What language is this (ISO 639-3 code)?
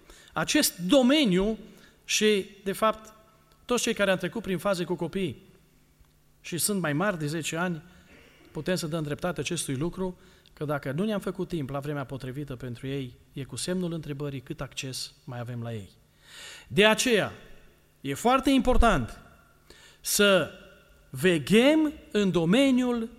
ron